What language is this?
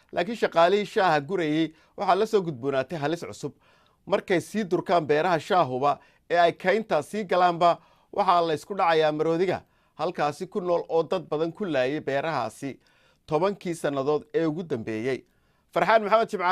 Somali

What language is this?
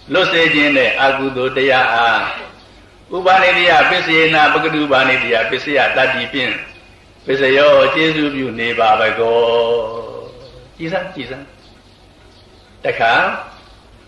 Burmese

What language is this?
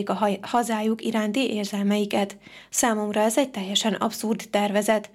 Hungarian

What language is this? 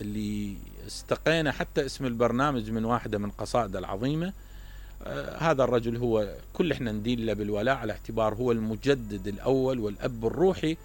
Mesopotamian Arabic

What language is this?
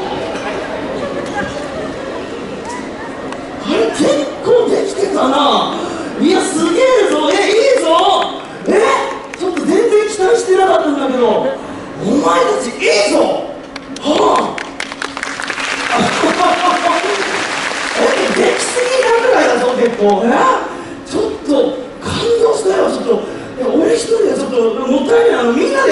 Japanese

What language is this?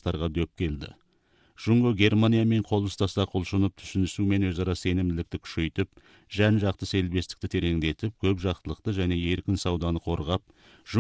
Kazakh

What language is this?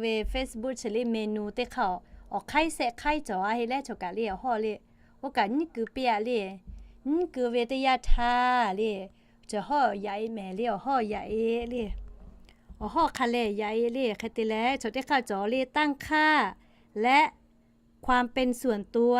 Lahu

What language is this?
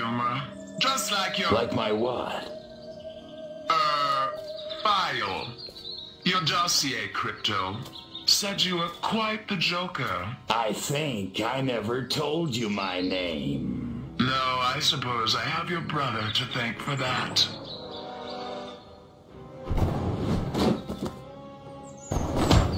English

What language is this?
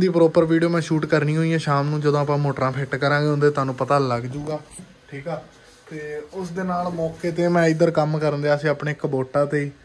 Punjabi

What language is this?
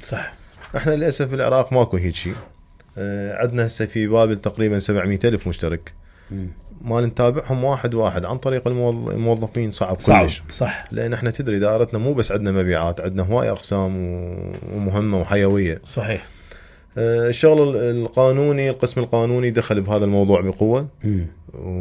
Mesopotamian Arabic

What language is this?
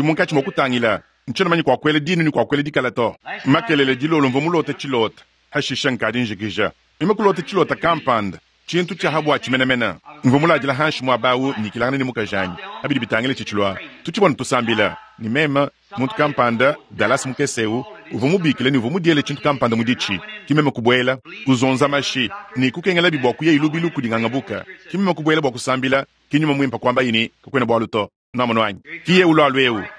Luba-Lulua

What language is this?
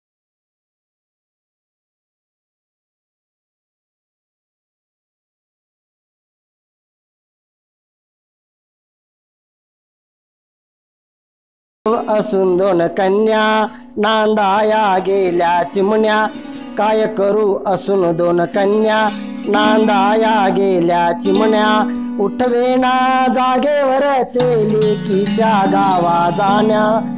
Marathi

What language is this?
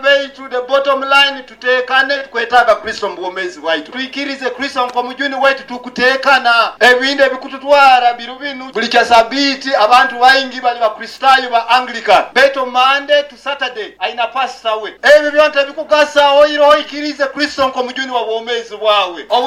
Nyoro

